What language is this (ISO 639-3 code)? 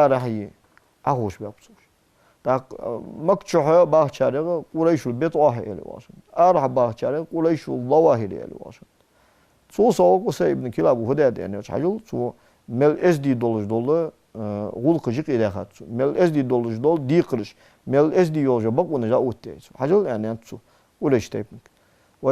inh